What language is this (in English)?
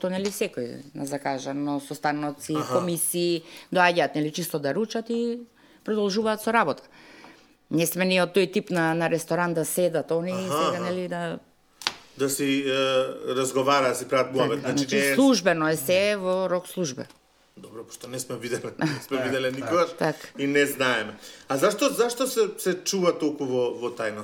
Macedonian